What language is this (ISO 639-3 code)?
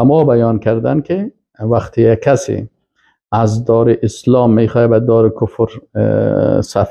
fas